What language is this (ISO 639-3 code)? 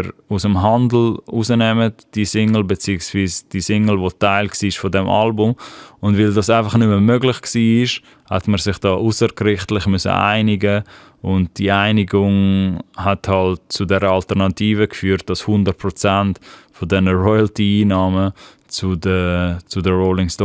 gsw